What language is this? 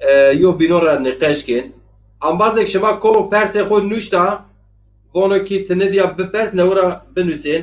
Zaza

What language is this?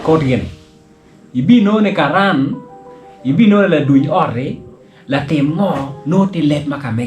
Acoli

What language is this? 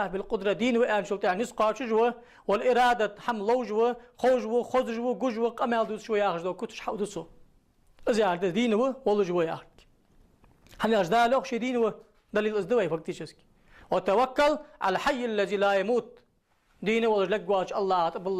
Ingush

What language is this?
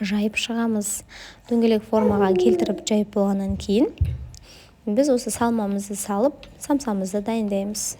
Kazakh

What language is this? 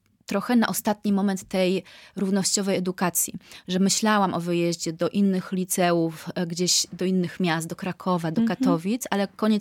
Polish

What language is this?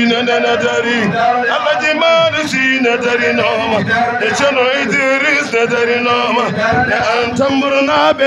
Fula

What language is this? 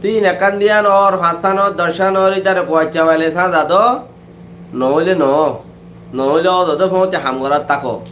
Rohingya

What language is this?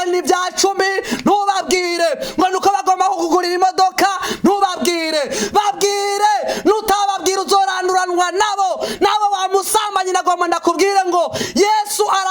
Rundi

